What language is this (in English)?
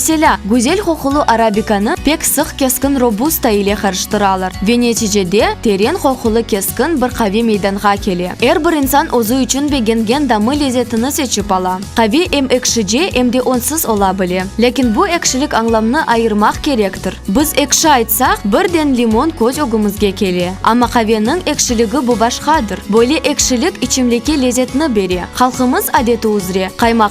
Crimean Tatar